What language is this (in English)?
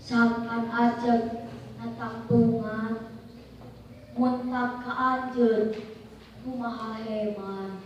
Sundanese